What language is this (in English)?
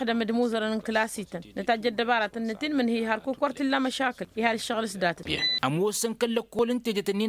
Tamasheq